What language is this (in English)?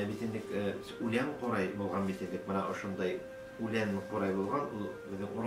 Bashkir